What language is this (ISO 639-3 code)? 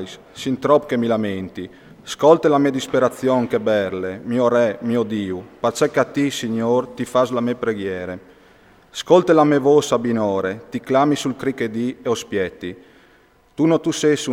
fur